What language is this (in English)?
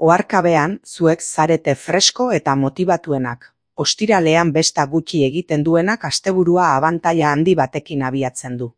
Basque